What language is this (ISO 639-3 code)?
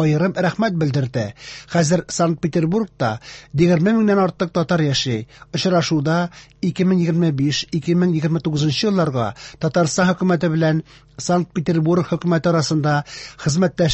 tat